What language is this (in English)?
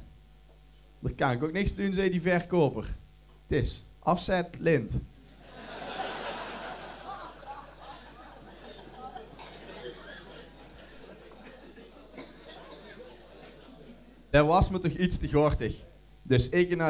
Dutch